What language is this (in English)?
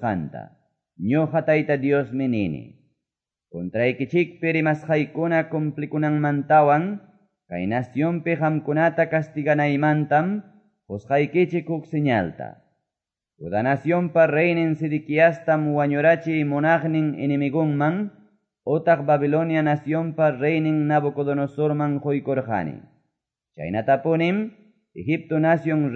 Quechua